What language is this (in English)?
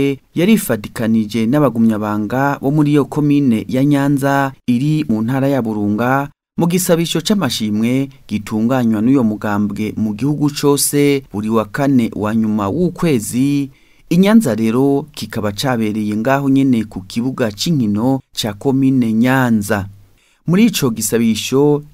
Rundi